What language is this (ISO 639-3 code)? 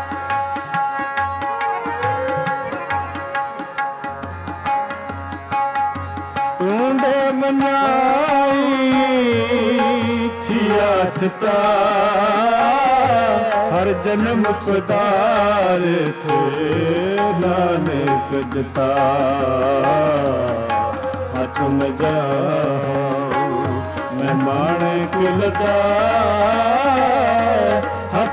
pan